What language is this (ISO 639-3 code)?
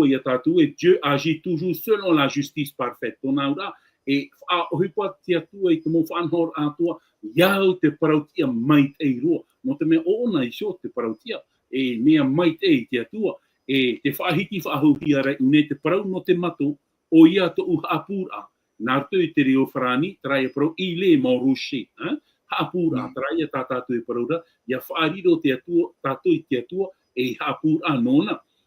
tah